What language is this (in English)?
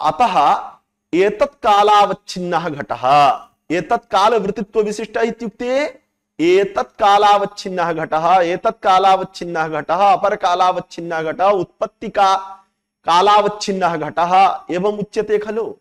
Sanskrit